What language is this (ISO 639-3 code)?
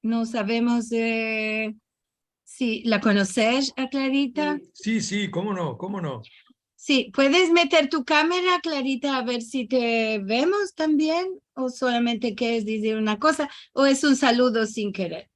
lad